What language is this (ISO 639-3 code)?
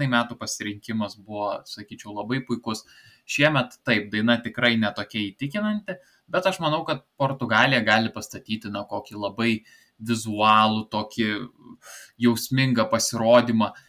lit